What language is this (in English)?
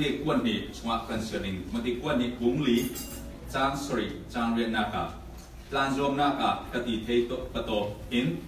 Falam Chin